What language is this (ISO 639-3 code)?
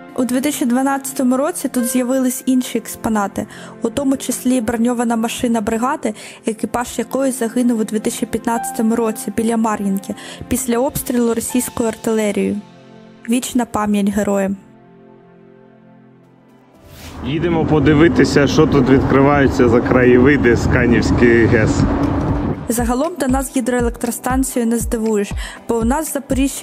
ukr